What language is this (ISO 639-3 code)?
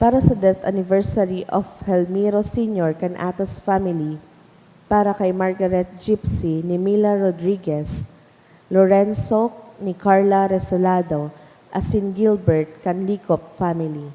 bik